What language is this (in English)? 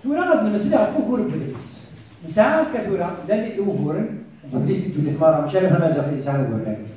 Kabyle